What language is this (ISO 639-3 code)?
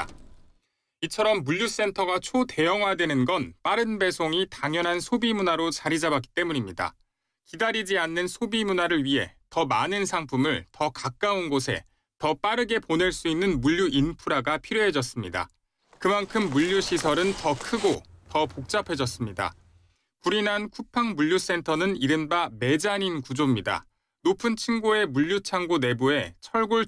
kor